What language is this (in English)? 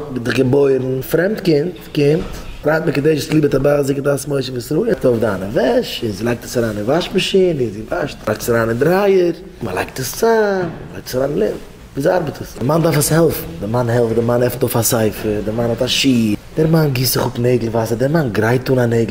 Yiddish